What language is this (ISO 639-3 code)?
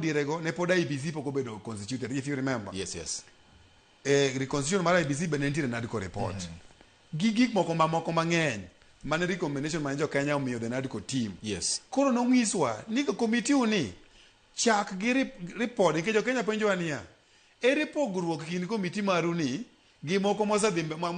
luo